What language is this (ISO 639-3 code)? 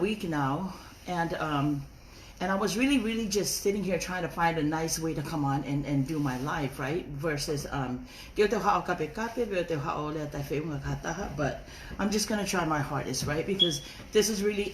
ton